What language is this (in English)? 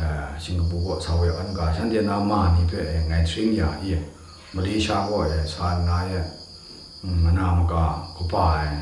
Kachin